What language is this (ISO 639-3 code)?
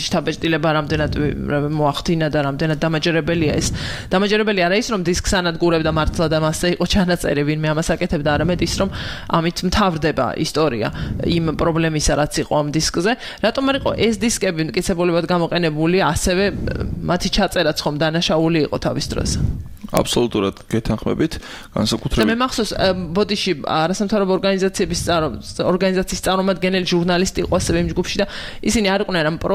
kat